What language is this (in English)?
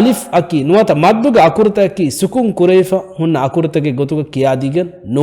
Divehi